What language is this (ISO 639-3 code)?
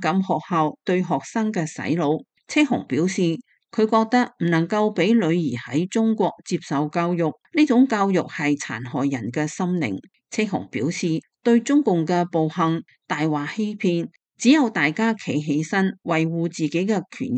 yue